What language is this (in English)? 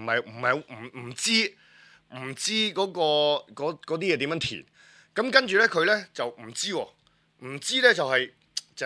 Cantonese